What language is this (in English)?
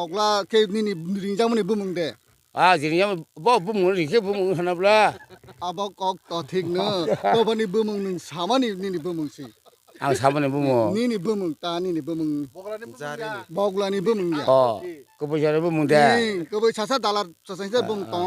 Kok Borok